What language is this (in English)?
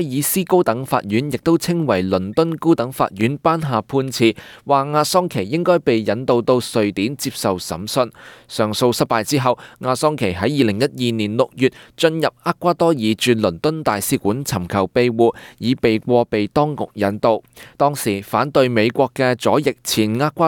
Cantonese